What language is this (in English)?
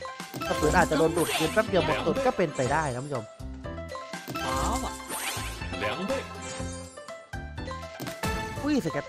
Thai